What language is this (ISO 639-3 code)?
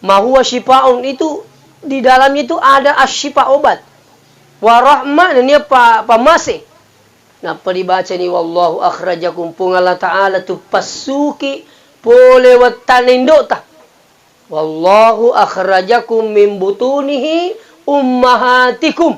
bug